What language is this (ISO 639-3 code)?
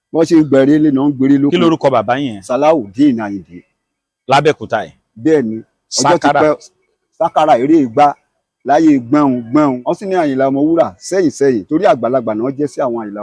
yor